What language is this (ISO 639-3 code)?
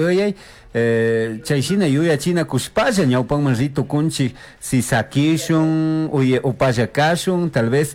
qug